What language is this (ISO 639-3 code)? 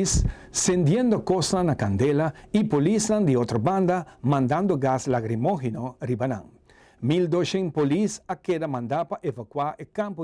pap